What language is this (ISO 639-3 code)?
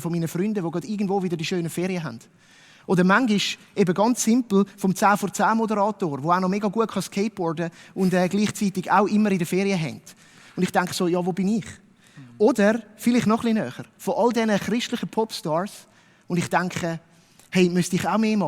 gsw